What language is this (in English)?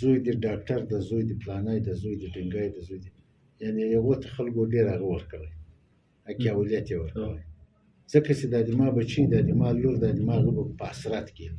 Pashto